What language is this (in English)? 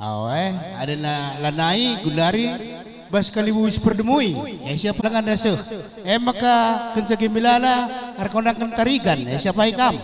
Batak Karo